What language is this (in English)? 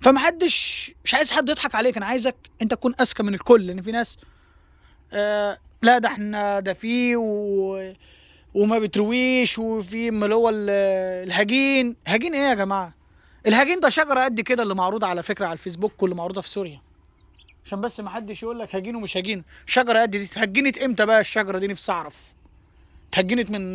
Egyptian Arabic